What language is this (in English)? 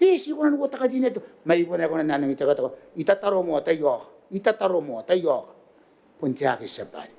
Gilbertese